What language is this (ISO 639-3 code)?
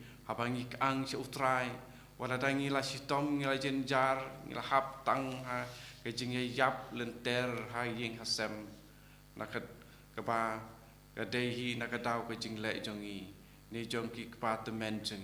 kha